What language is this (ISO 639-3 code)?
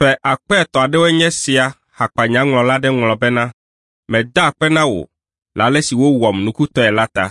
ewe